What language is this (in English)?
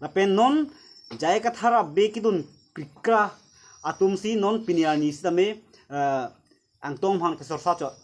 Karbi